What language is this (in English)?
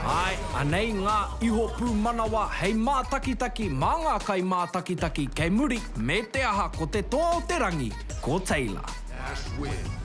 Māori